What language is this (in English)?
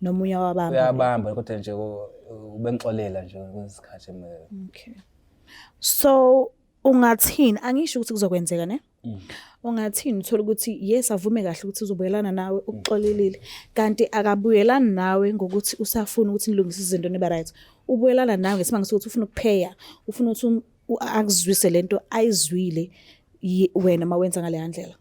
Zulu